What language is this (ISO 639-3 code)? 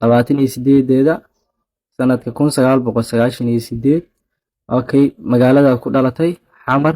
som